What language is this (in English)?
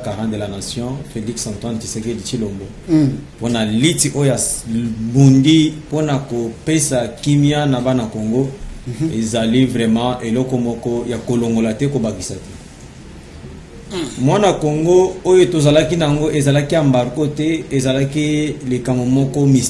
Lingala